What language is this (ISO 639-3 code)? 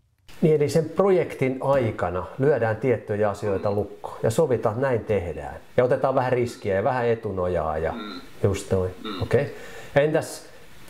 fin